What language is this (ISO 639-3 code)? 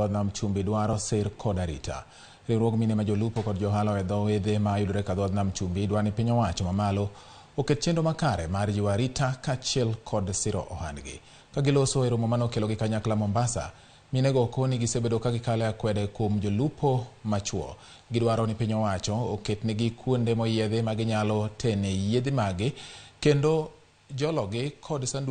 luo